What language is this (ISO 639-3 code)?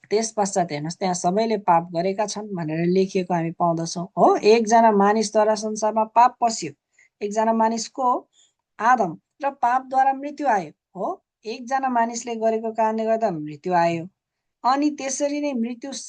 nep